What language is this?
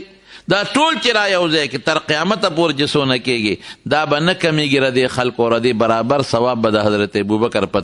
Pashto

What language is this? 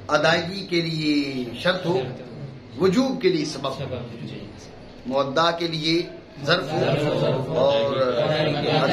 Urdu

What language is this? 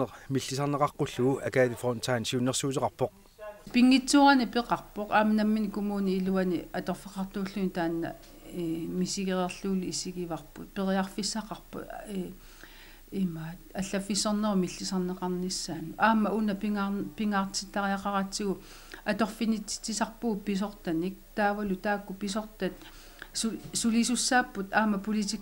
Kalaallisut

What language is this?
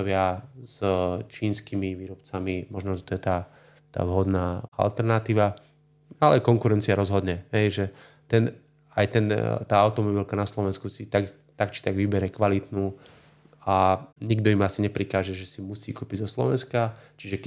Slovak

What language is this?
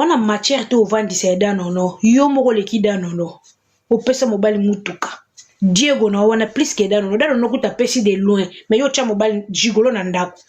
Lingala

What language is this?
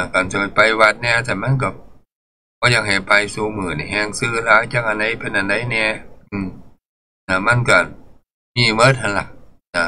Northeastern Thai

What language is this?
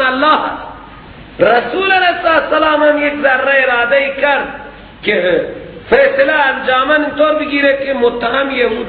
Persian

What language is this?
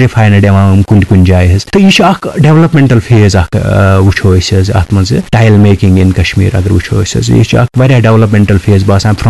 Kashmiri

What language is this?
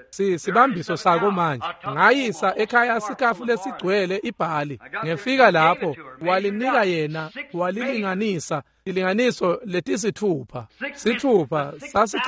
Swati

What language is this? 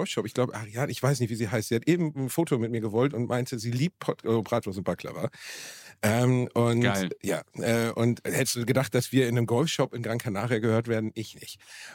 German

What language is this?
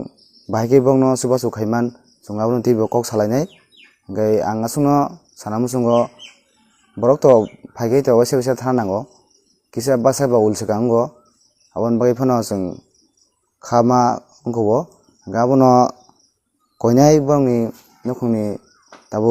Kok Borok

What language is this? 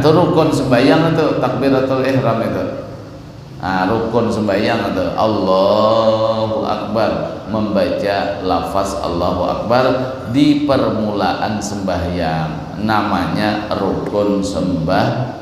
Banjar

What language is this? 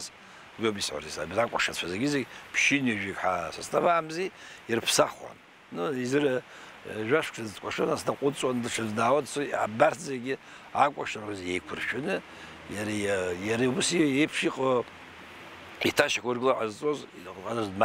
Abkhazian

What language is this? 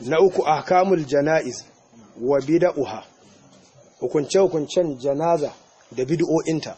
Hausa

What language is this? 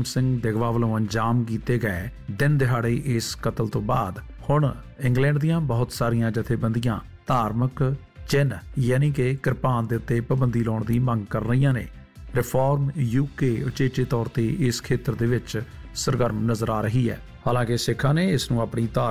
Punjabi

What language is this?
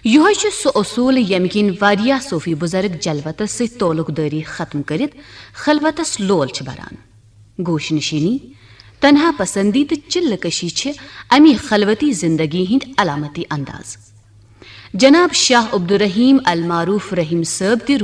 Kashmiri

